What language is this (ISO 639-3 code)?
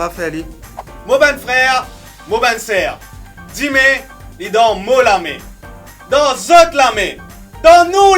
mfe